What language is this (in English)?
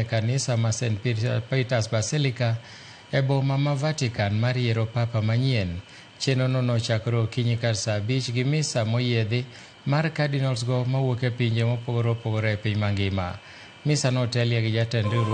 Luo (Kenya and Tanzania)